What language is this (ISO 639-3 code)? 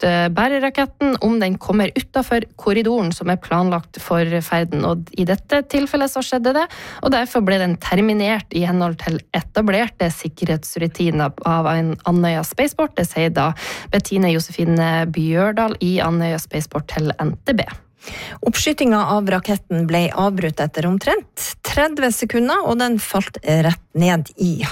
nor